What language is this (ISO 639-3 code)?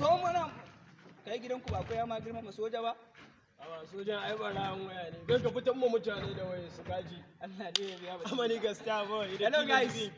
hau